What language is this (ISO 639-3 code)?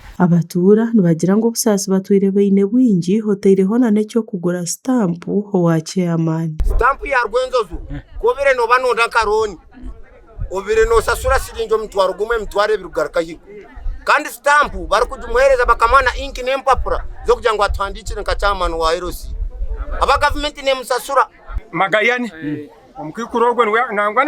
nyn